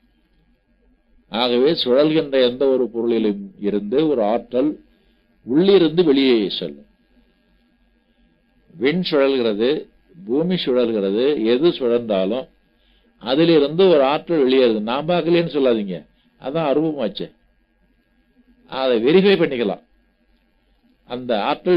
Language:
Tamil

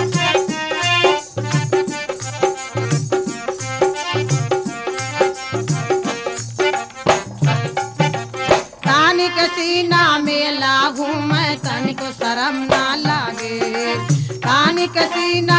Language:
Bhojpuri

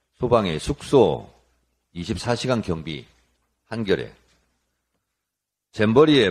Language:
Korean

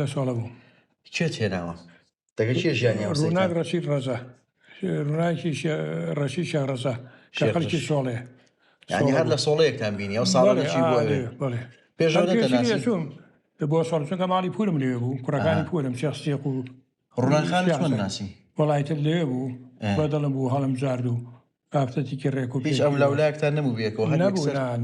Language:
Central Kurdish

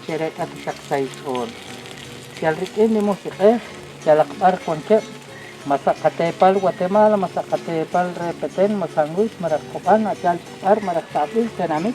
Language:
Kekchí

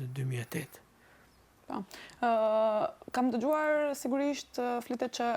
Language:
Albanian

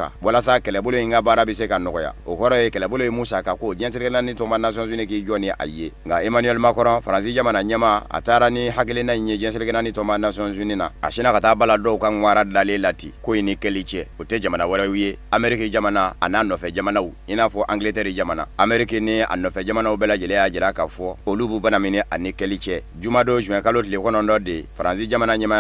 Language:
Bambara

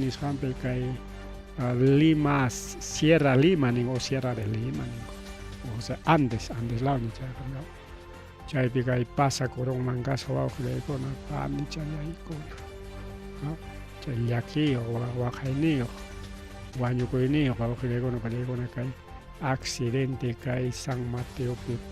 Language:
Ayacucho Quechua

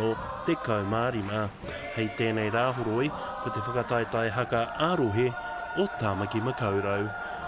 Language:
Māori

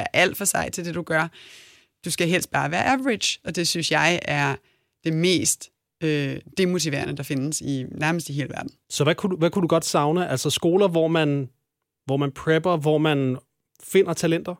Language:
Danish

